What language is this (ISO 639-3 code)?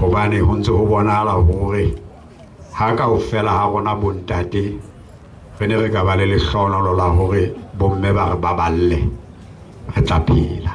sot